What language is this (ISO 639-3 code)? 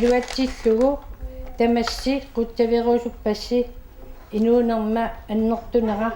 kal